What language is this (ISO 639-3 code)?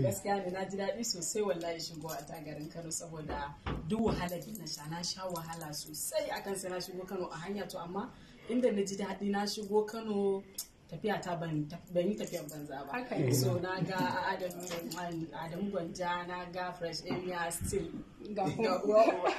hau